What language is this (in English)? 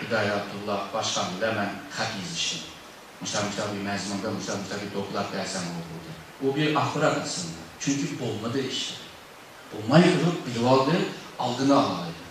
Uyghur